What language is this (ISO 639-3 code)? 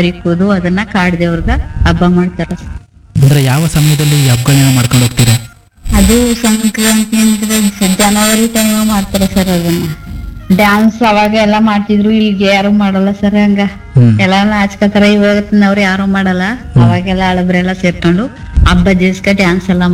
kan